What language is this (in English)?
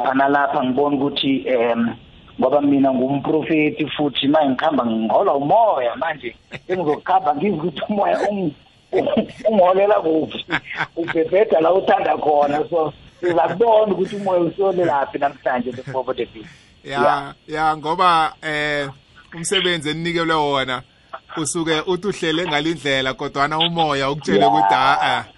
South Ndebele